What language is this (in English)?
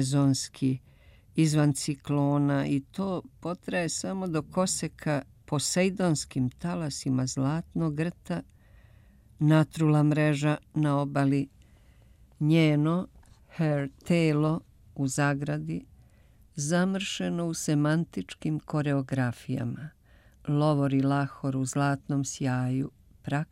Serbian